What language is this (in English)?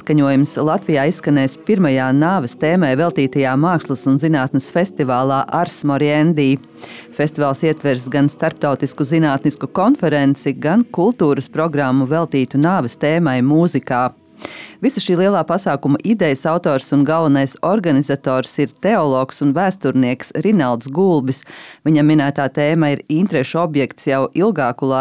Latvian